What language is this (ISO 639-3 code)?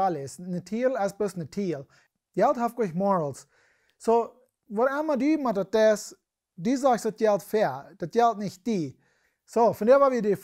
pdt